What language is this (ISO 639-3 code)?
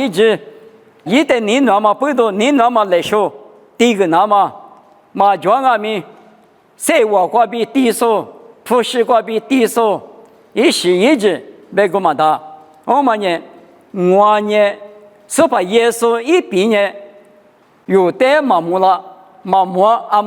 lis